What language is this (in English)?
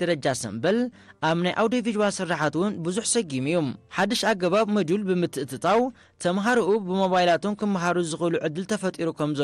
Tigrinya